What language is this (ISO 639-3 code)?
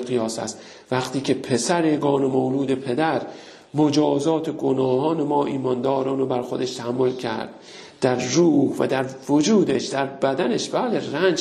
fas